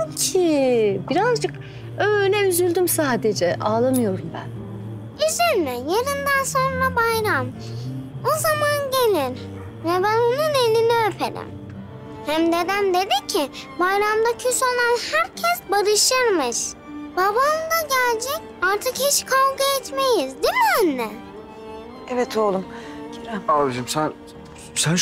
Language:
Turkish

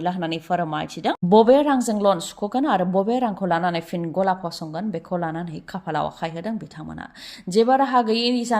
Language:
Bodo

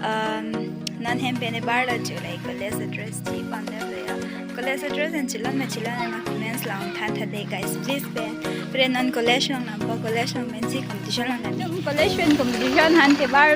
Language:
Karbi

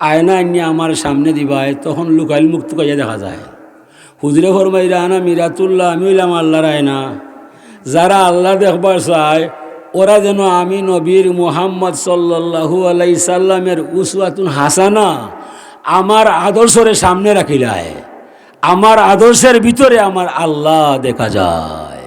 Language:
Sylheti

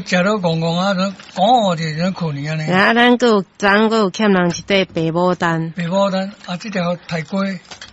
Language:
Min Nan Chinese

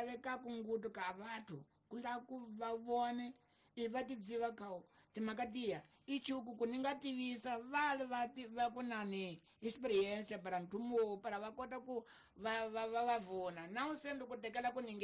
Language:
Tsonga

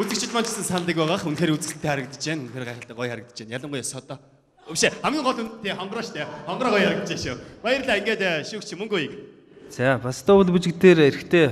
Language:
Mongolian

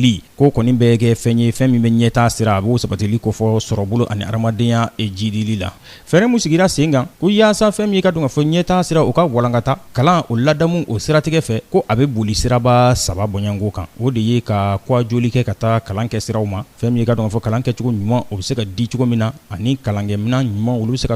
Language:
Bambara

